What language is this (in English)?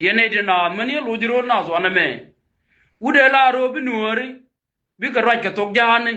Nuer